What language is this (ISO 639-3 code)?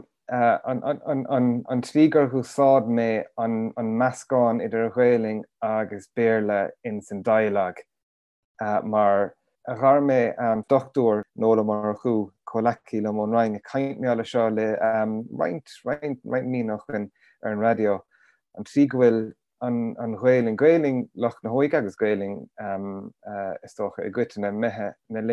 gle